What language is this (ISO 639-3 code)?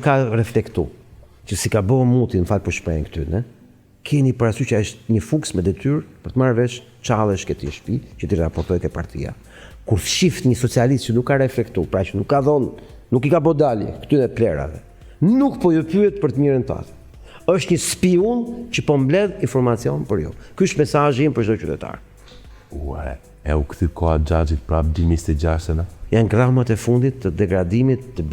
sqi